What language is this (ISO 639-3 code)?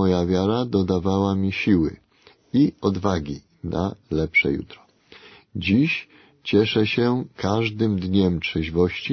pol